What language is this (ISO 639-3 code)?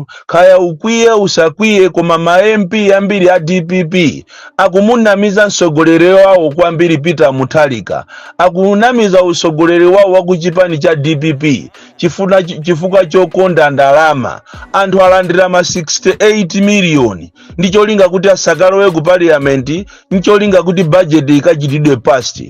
nya